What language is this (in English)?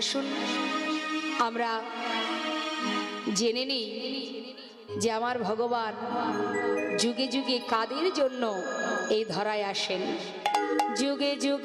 Bangla